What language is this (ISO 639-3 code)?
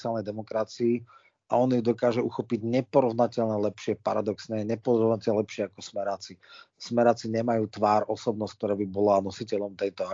slk